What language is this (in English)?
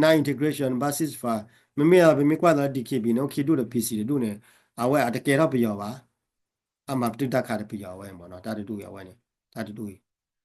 S'gaw Karen